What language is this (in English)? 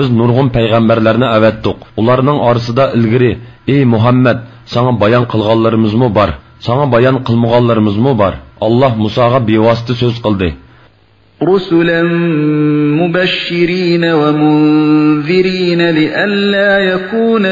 Uyghur